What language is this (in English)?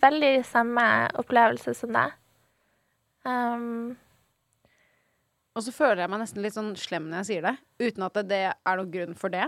Norwegian